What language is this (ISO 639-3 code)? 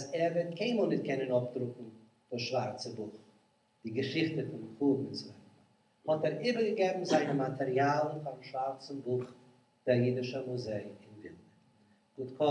yid